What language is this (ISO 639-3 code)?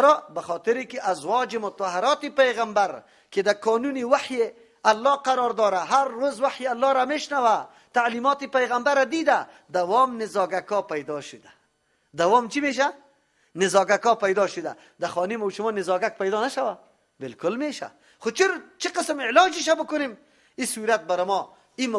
fas